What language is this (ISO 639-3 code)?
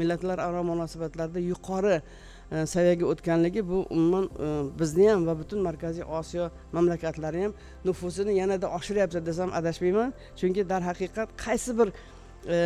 uzb